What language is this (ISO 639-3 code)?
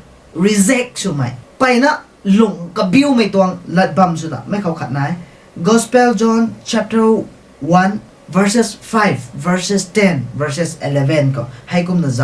nbu